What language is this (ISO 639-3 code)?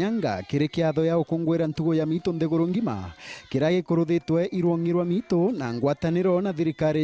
mer